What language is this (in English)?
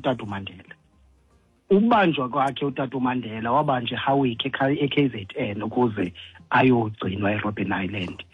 Xhosa